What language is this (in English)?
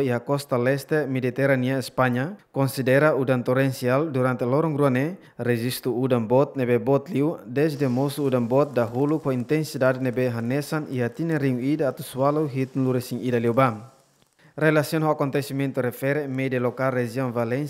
Tetum